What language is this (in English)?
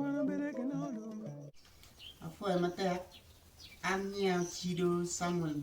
Acoli